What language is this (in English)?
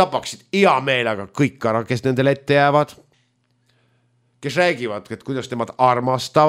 Estonian